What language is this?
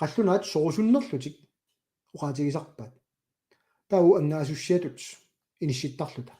Kalaallisut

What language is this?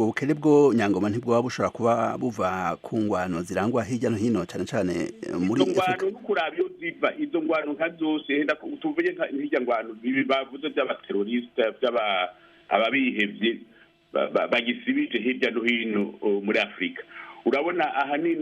Rundi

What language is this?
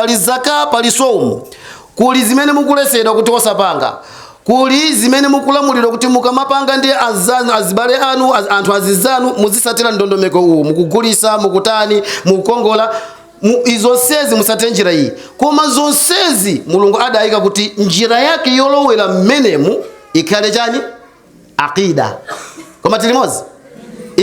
Nyanja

